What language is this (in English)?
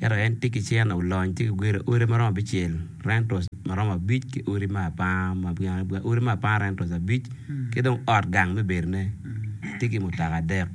Acoli